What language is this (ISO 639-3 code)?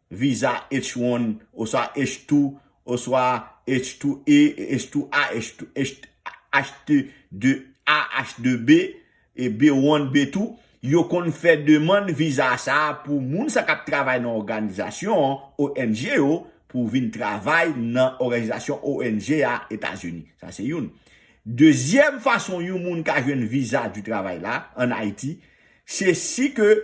hat